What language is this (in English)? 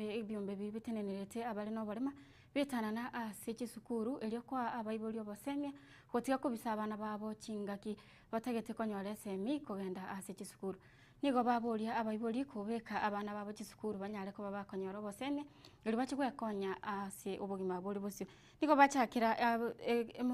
Gusii